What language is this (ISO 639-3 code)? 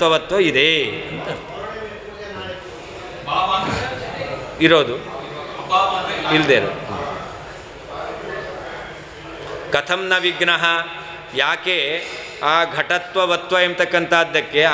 kan